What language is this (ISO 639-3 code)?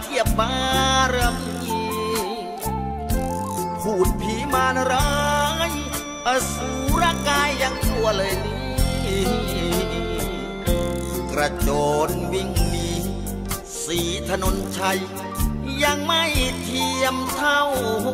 tha